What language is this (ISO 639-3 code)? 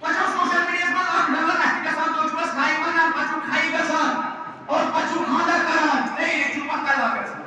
kas